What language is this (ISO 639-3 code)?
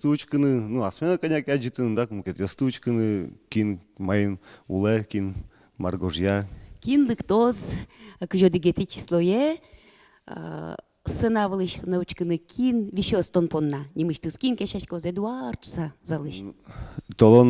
udm